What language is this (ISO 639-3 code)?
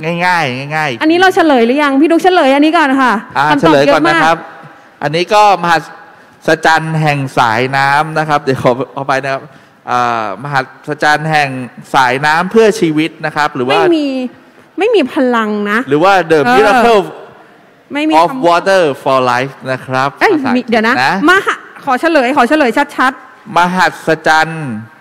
tha